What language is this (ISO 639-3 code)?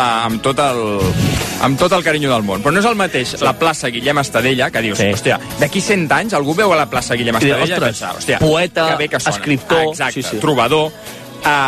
cat